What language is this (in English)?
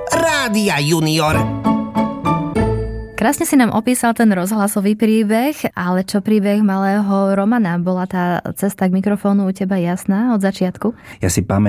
Slovak